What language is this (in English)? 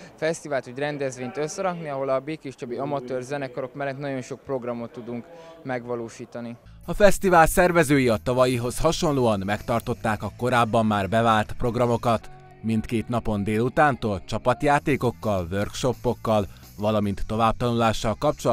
Hungarian